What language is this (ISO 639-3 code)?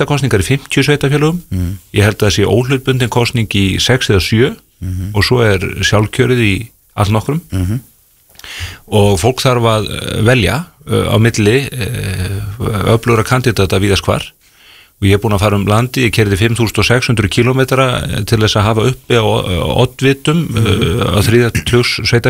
isl